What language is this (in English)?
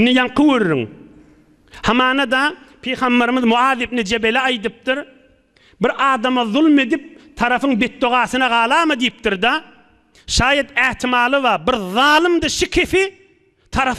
Turkmen